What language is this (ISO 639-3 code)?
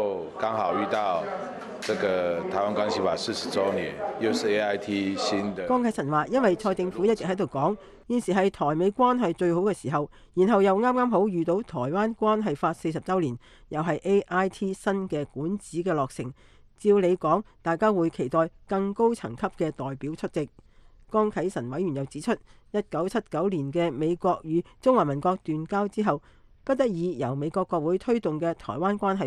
yue